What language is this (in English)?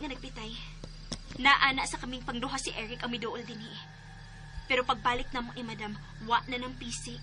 Cebuano